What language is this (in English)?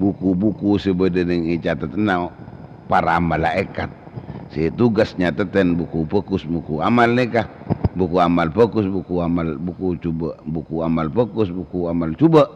Madurese